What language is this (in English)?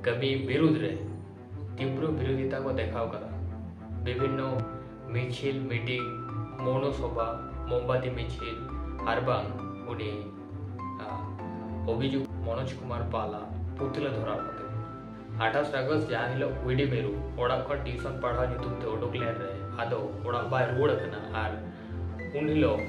Santali